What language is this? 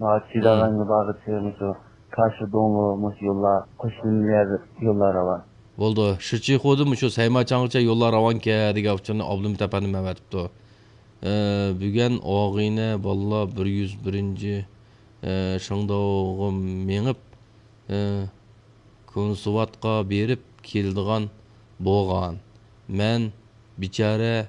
Uyghur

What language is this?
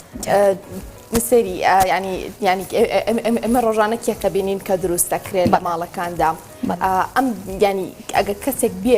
Central Kurdish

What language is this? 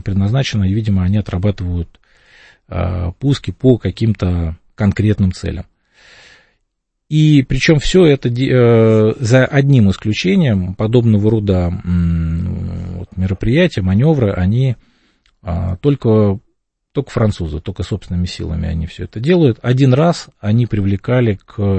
Russian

